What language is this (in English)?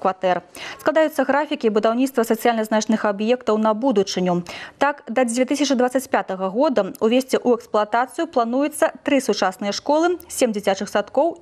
Belarusian